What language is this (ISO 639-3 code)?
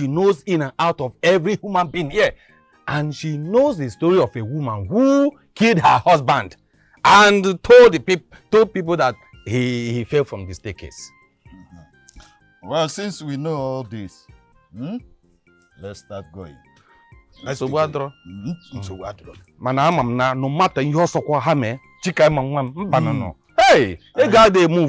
pcm